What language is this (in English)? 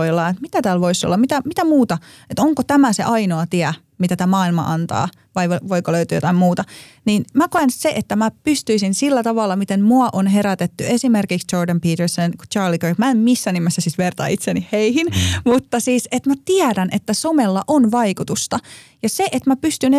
Finnish